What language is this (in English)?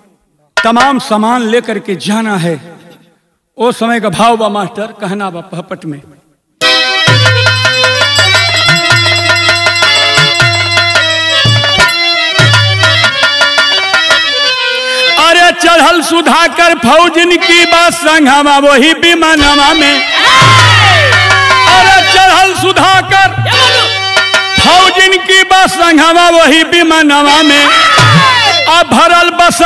Bhojpuri